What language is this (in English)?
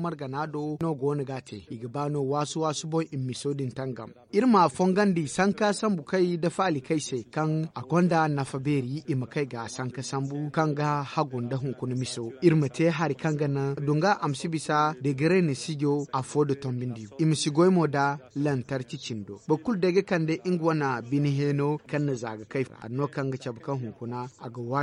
Zarma